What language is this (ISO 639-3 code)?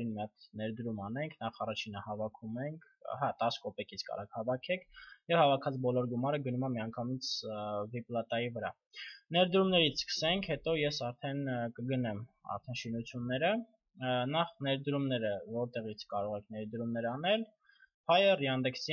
hye